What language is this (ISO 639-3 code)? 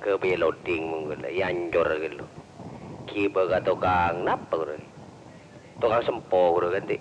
mad